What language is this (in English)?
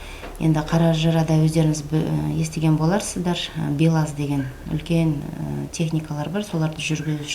Kazakh